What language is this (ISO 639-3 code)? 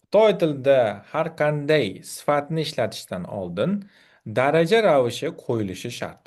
uzb